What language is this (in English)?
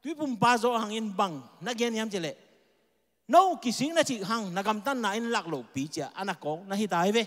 Tedim Chin